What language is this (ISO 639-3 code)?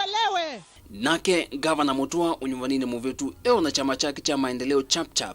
kam